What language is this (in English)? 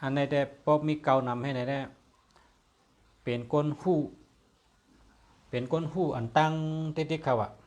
Shan